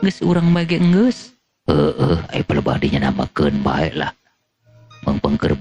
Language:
Sundanese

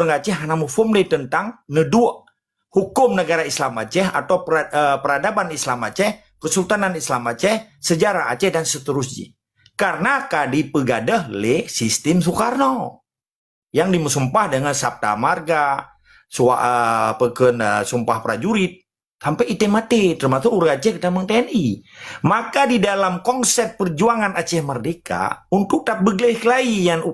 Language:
Achinese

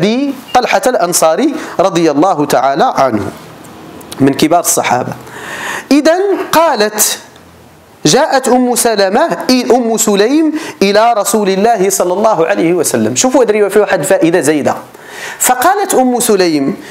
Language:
Arabic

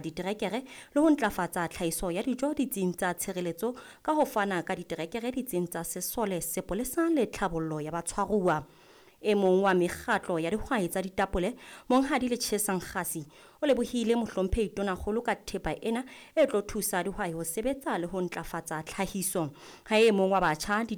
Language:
Southern Sotho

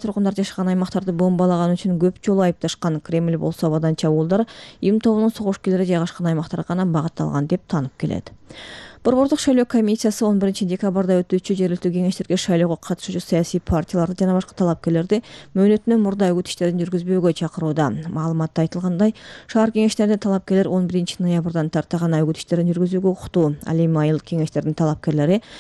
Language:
Kyrgyz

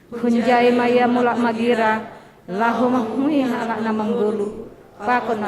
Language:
Batak Simalungun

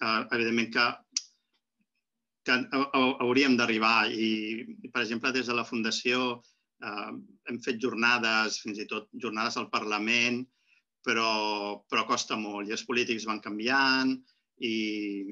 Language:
Catalan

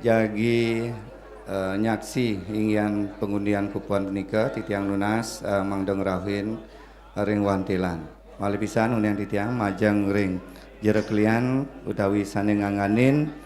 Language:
Balinese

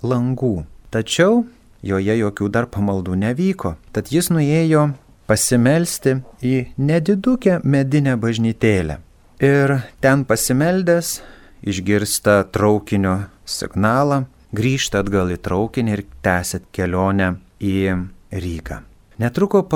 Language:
Lithuanian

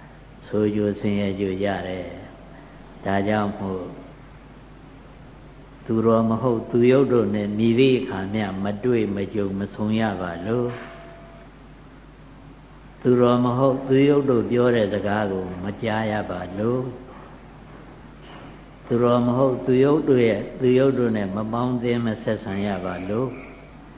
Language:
Burmese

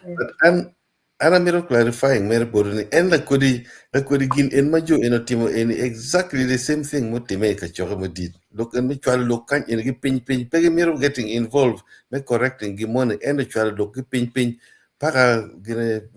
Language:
Acoli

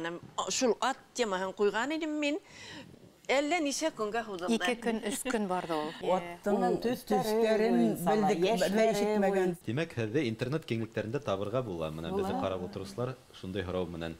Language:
Bashkir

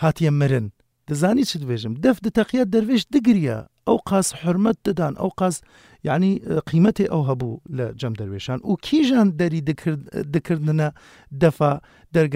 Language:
Kurdish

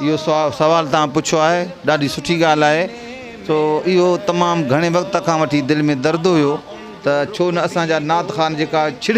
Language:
Sindhi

